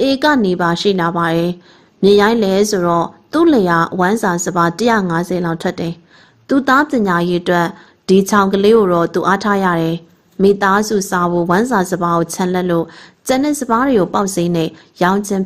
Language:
Burmese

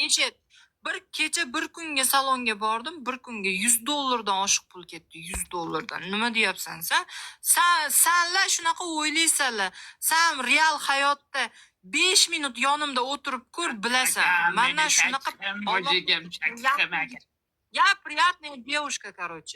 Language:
Uzbek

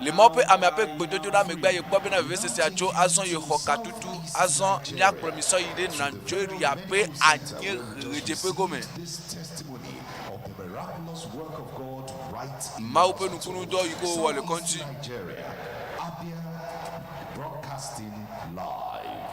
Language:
Ewe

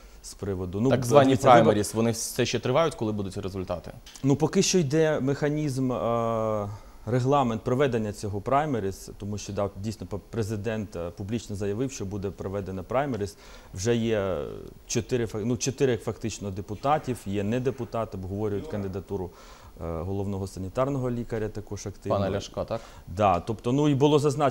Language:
Ukrainian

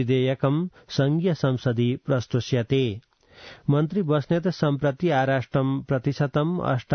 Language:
Sanskrit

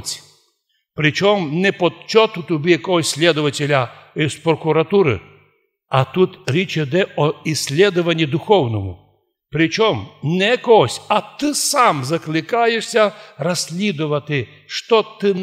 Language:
Rusyn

